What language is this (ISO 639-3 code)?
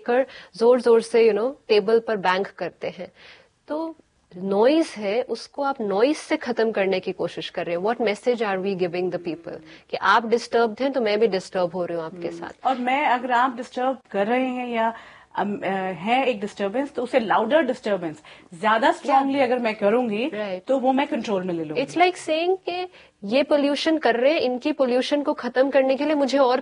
hin